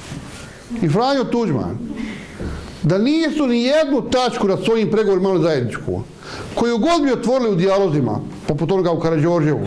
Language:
Bosnian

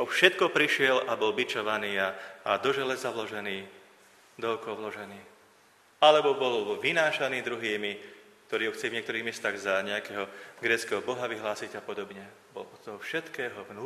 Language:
Slovak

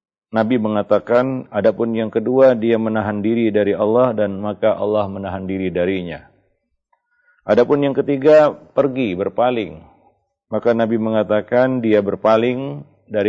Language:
Indonesian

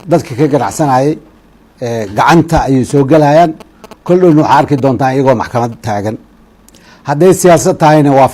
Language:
Somali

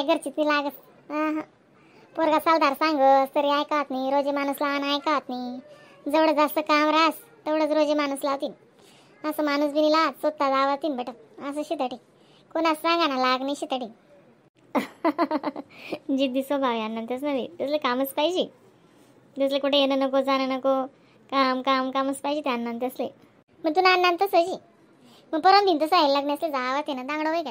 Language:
Khandesi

